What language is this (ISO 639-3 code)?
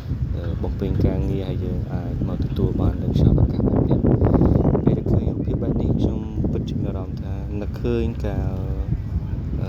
khm